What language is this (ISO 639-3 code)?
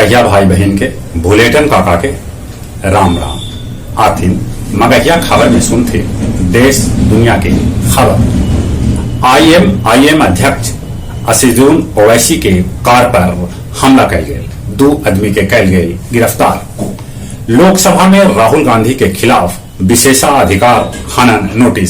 mag